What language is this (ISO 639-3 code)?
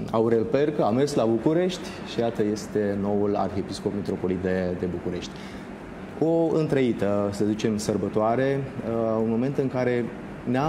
ron